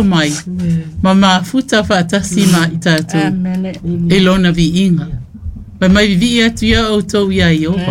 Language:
Samoan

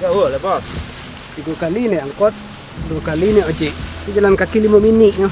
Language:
Minangkabau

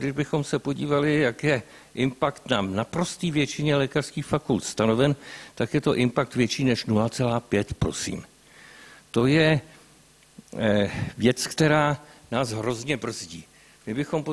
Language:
Czech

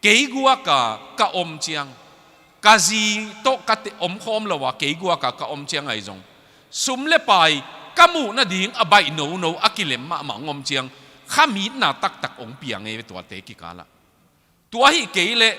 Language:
Tedim Chin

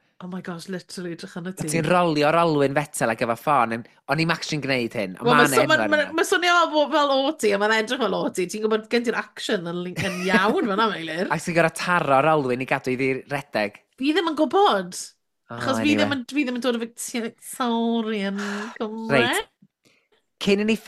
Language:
Welsh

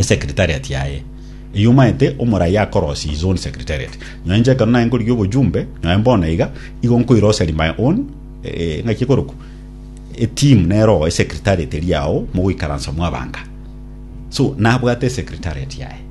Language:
Gusii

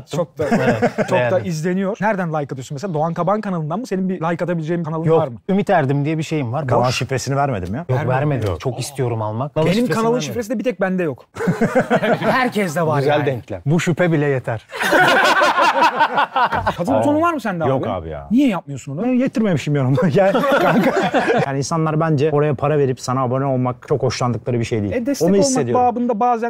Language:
Turkish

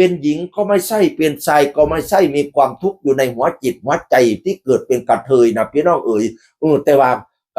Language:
Northeastern Thai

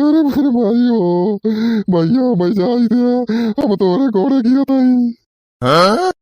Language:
Bhojpuri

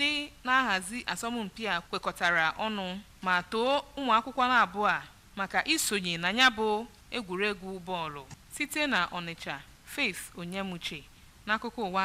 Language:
Igbo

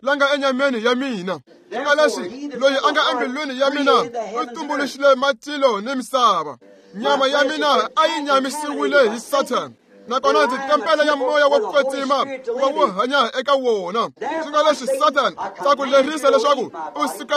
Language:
Tsonga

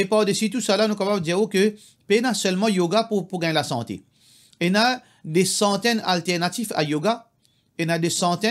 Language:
Morisyen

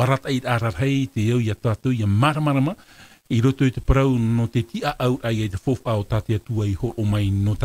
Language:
Tahitian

